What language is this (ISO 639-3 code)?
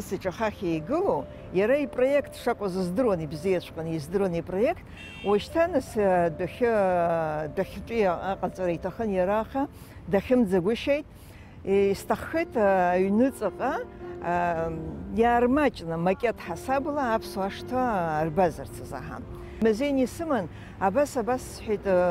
abk